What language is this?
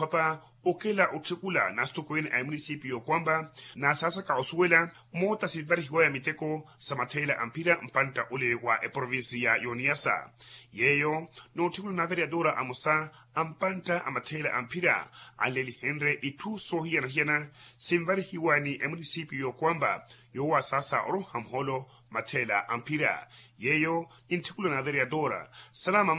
Makhuwa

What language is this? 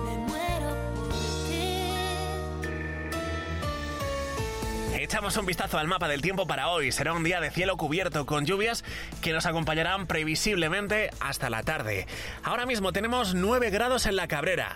Spanish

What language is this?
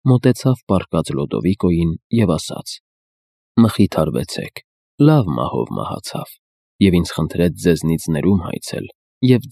Armenian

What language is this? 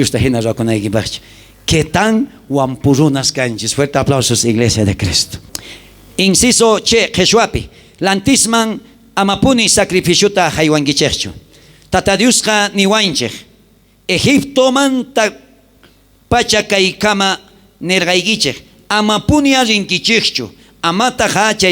South Bolivian Quechua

